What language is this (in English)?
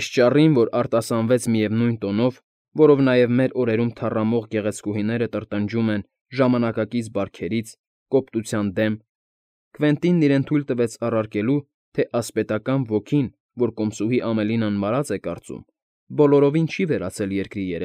Armenian